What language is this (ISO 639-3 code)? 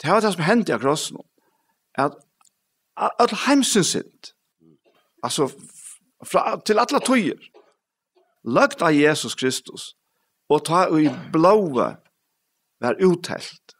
fao